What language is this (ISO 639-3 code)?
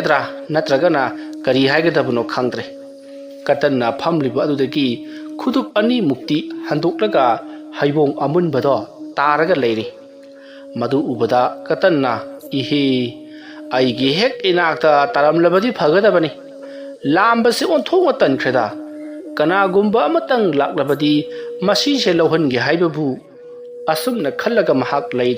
mni